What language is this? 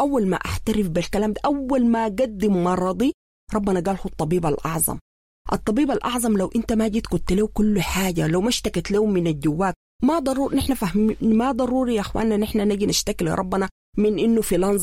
Sudanese Arabic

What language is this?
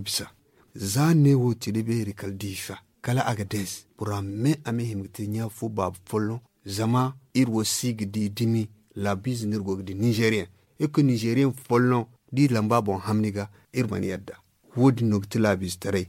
Zarma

